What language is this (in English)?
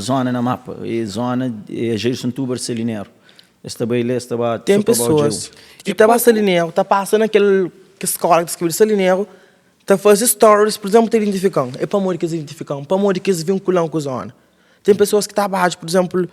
Kabuverdianu